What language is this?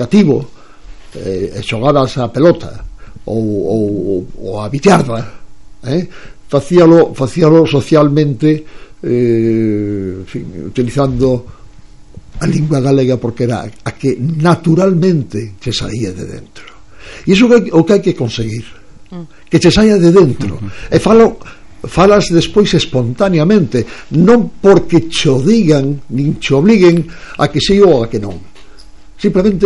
Galician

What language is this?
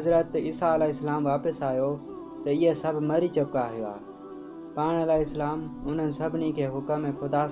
Sindhi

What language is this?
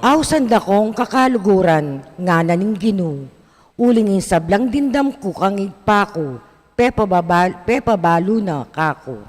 Pampanga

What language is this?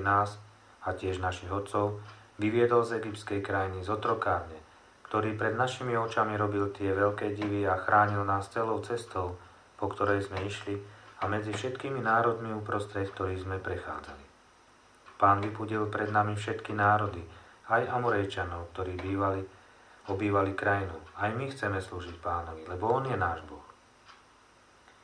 Slovak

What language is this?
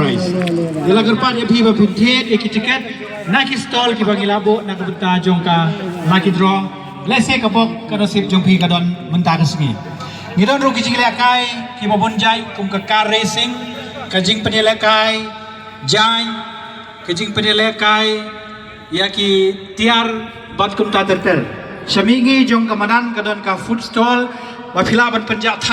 Khasi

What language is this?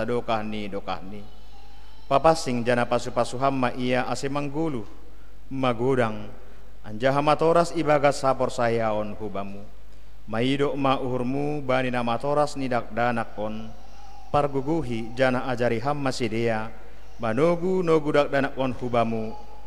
Batak Simalungun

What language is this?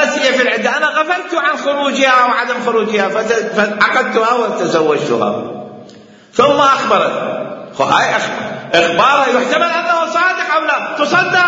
Mesopotamian Arabic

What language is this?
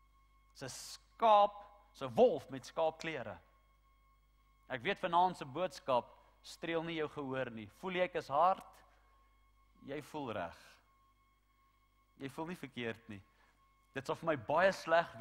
Afrikaans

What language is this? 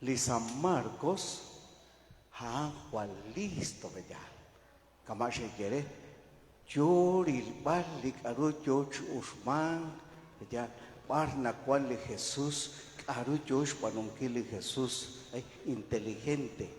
Kekchí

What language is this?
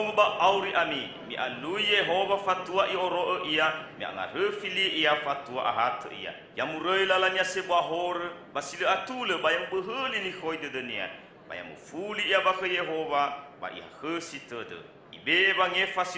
Nias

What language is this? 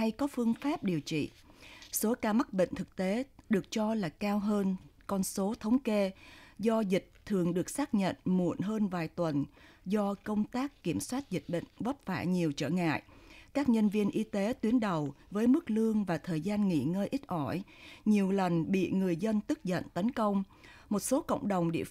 Vietnamese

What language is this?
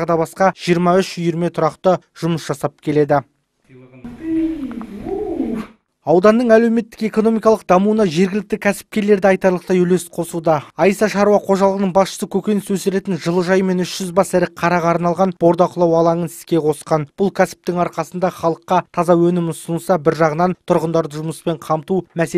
Kazakh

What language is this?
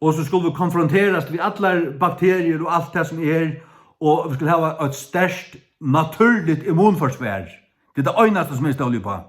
Faroese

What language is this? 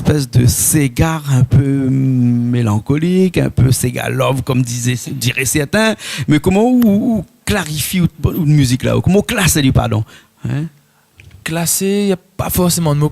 Réunion Creole French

